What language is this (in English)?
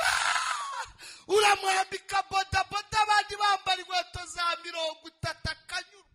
Kinyarwanda